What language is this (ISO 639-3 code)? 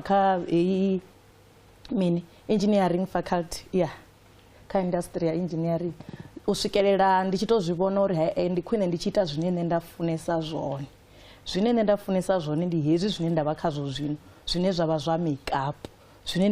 ven